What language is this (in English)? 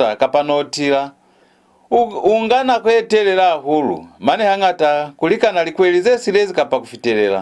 Lozi